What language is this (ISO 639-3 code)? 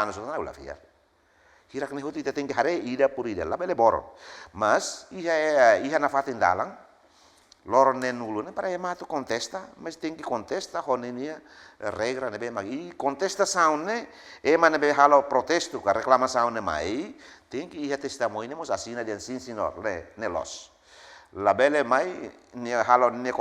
tet